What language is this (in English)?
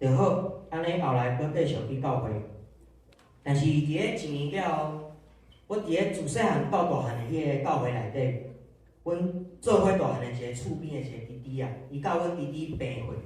Min Nan Chinese